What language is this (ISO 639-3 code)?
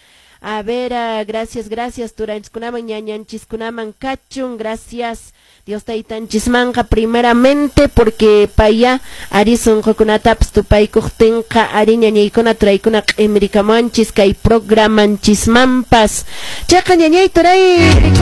que